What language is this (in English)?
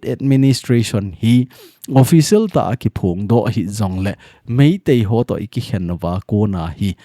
Thado Chin